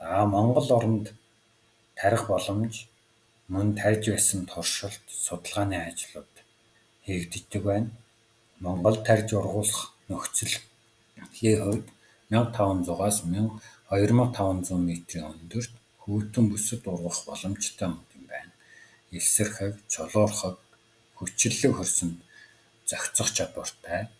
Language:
Mongolian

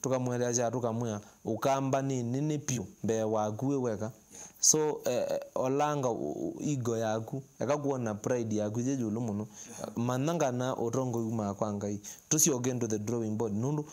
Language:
Kamba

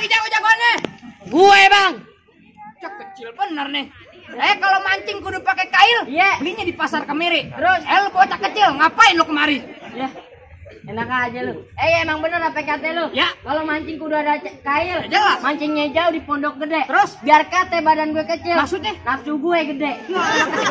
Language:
Betawi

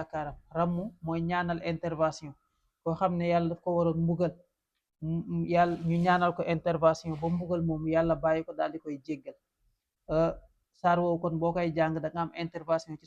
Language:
Wolof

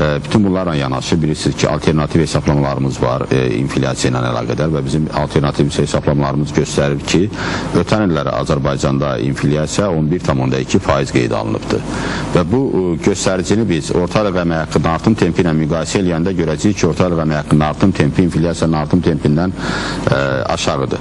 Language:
Azerbaijani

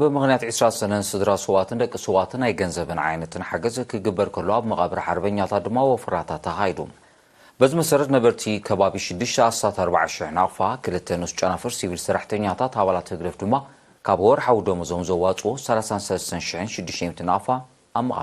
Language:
Tigrinya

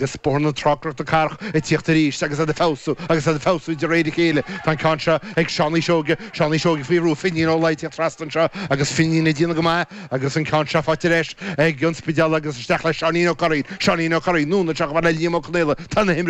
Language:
Irish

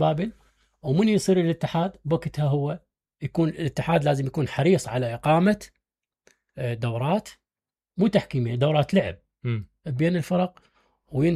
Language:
Mesopotamian Arabic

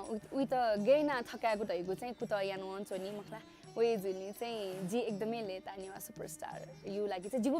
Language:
Newari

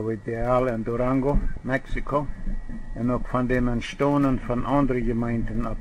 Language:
Plautdietsch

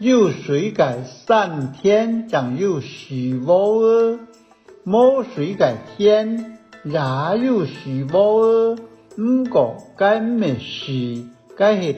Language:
Hakka Chinese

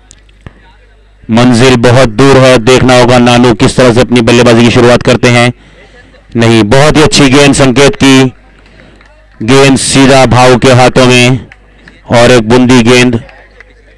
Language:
Hindi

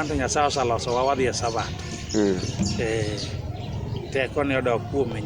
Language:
Luo (Kenya and Tanzania)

